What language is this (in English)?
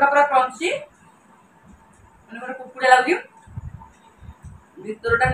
Odia